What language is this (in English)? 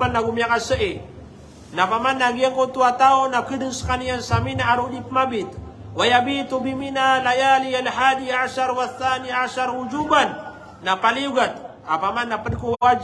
Maranao